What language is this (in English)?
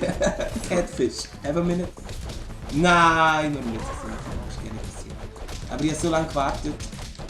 Swiss German